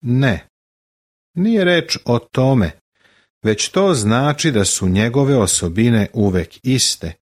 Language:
Serbian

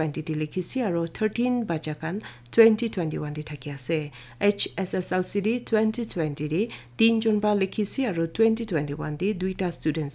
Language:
Naga Pidgin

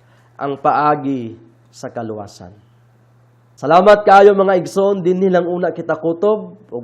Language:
Cebuano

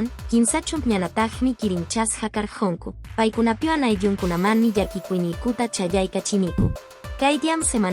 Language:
Quechua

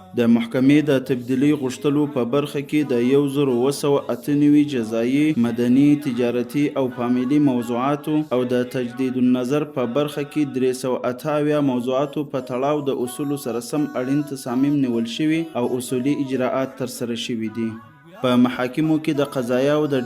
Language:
Pashto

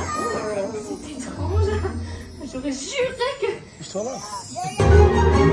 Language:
Portuguese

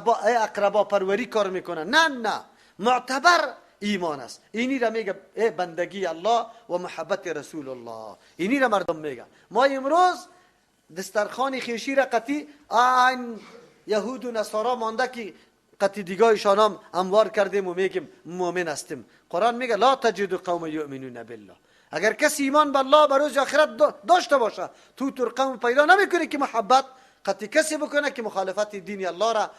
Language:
Persian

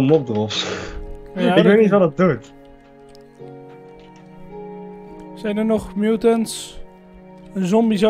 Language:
Dutch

